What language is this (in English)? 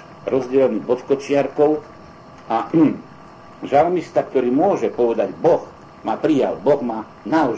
Slovak